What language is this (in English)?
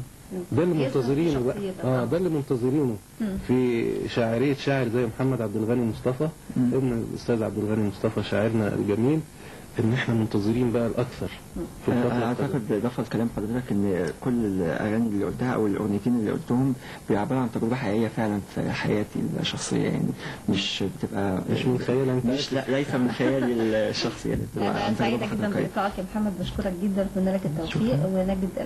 Egyptian Arabic